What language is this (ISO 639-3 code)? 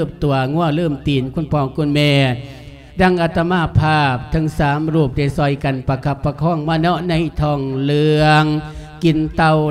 lao